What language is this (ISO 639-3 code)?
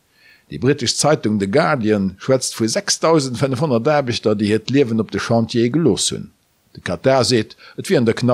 ltz